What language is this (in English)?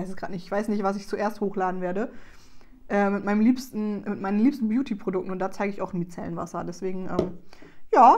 German